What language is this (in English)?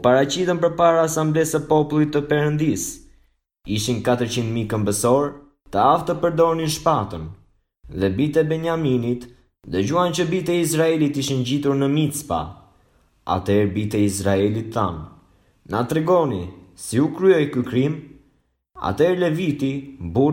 Albanian